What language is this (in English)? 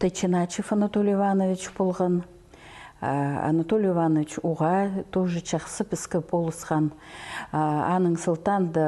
Khakas